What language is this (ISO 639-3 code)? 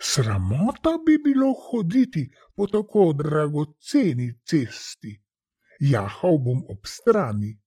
slv